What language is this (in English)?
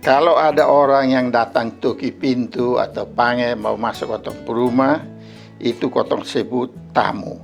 Kupang Malay